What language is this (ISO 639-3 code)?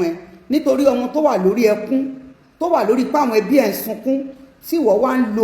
yor